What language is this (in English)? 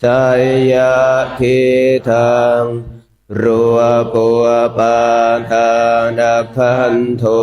Pali